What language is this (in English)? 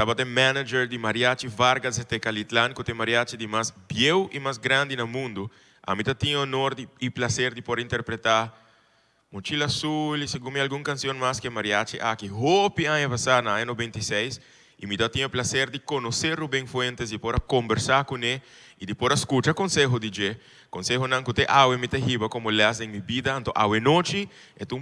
Papiamento